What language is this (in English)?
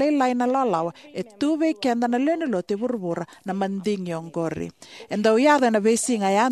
Fijian